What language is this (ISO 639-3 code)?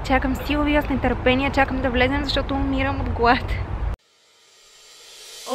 bul